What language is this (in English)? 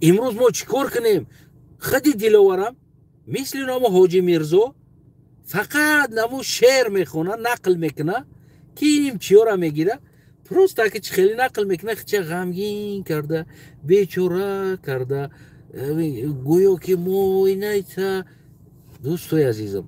Tajik